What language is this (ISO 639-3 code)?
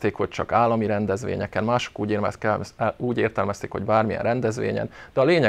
hun